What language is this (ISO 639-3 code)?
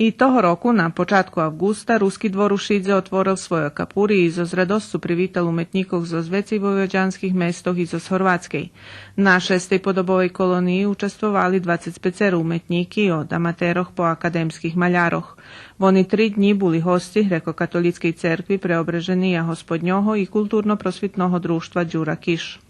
rue